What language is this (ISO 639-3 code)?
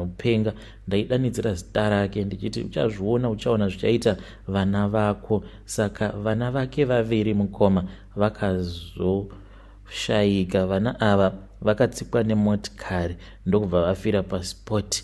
sna